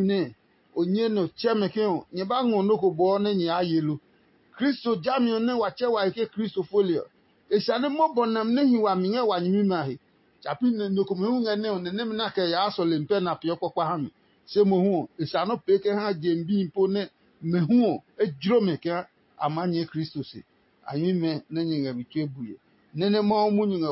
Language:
Adangme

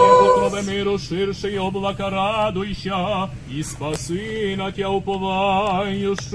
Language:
Rusyn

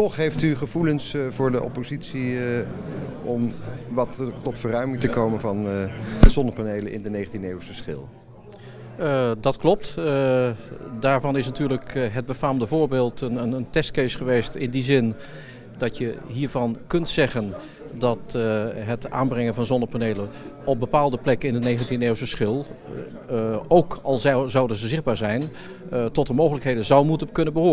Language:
Dutch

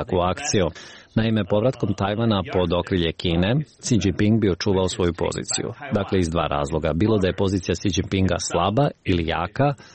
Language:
Croatian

